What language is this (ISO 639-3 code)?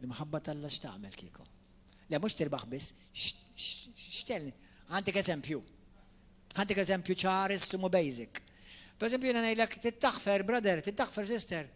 mlt